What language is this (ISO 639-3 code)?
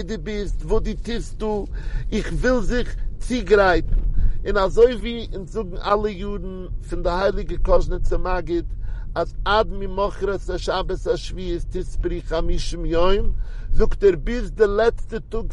yid